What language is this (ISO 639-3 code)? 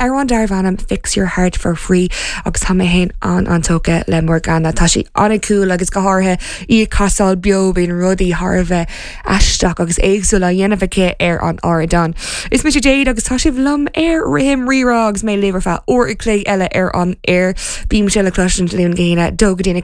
gle